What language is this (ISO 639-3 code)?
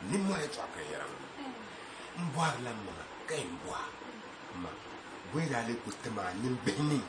dag